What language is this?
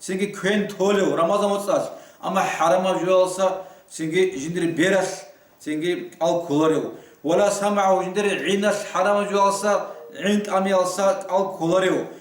Avaric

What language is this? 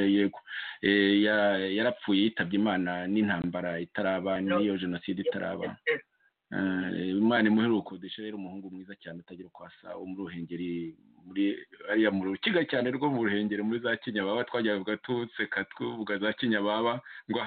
Kinyarwanda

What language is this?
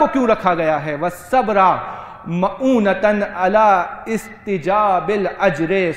Urdu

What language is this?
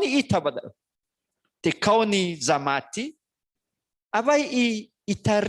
Nias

